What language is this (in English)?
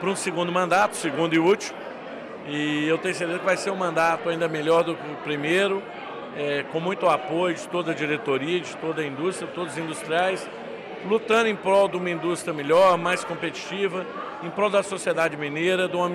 Portuguese